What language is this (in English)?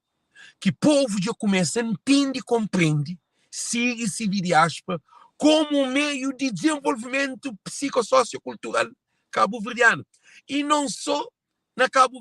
Kabuverdianu